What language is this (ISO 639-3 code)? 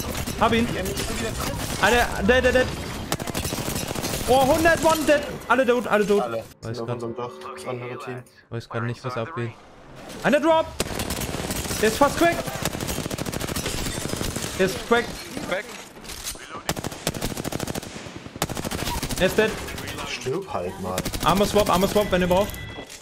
deu